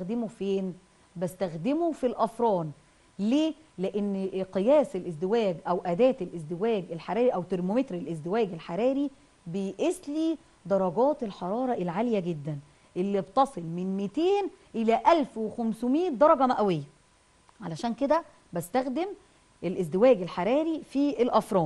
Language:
Egyptian Arabic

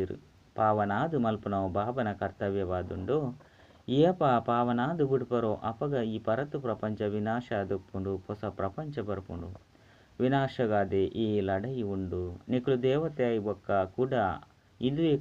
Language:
Tulu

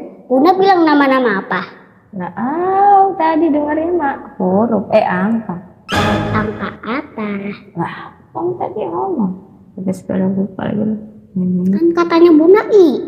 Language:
Betawi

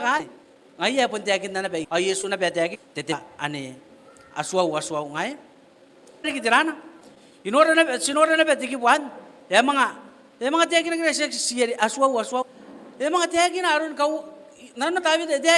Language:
Gilbertese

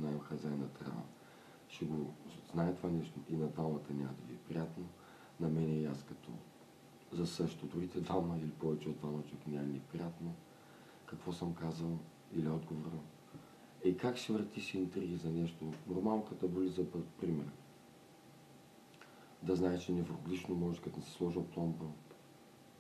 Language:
Bulgarian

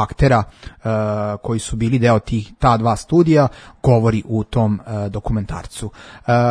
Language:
Serbian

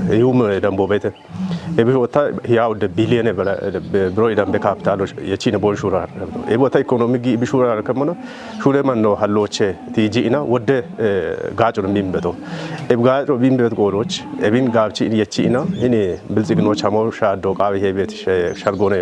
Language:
Kafa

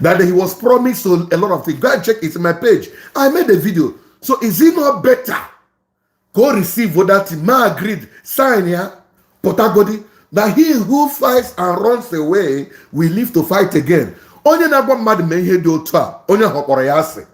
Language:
Igbo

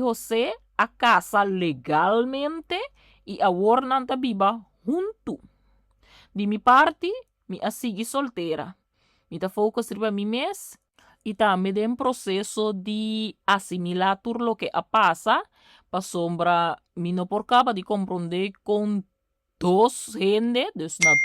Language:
Papiamento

